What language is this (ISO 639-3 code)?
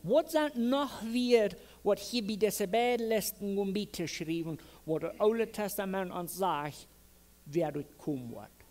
pdt